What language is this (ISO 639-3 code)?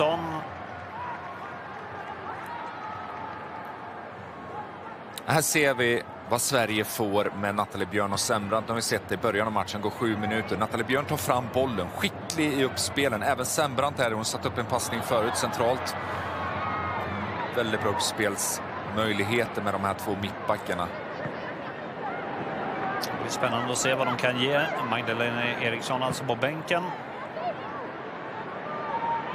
swe